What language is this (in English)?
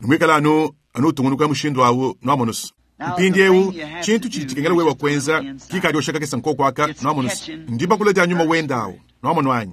Luba-Lulua